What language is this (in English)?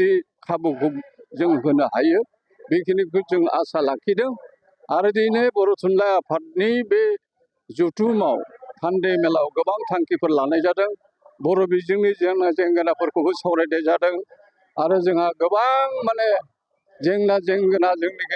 Bodo